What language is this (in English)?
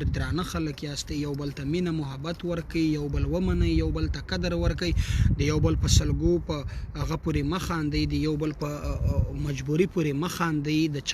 Pashto